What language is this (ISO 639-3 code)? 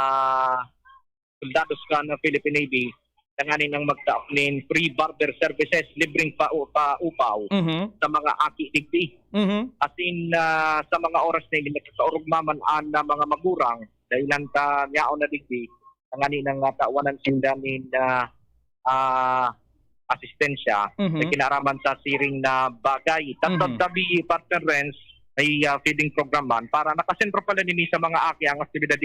bik